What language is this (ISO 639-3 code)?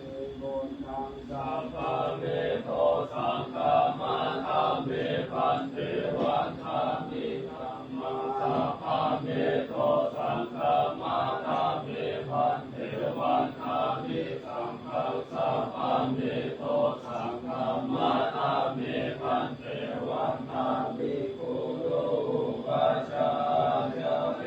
pli